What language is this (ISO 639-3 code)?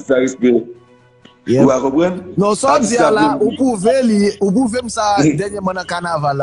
hat